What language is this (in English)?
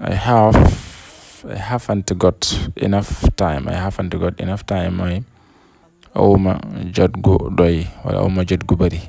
Wolof